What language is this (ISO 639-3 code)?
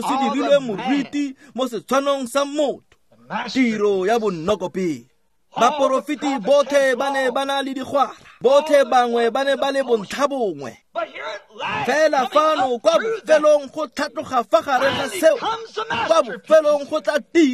tsn